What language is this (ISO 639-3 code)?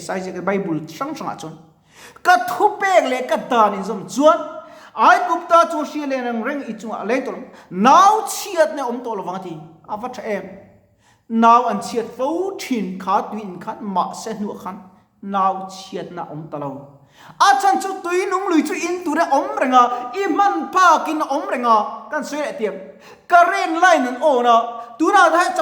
lus